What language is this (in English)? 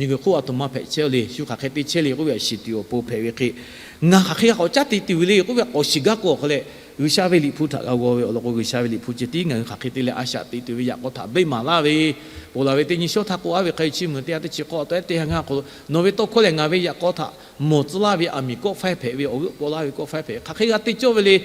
Lahu